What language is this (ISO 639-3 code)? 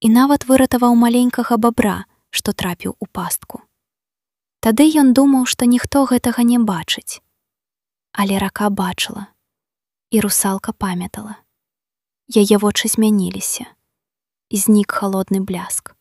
bel